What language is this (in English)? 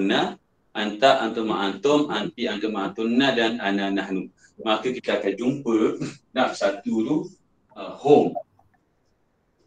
Malay